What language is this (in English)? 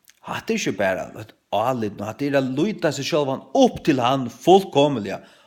Faroese